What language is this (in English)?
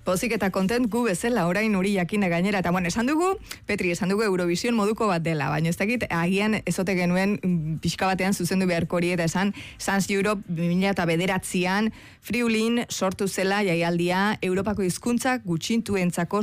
Basque